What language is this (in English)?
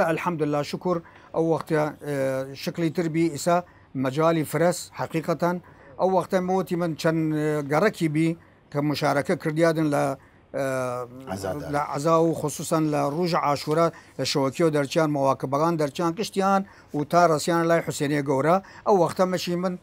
Southern Kurdish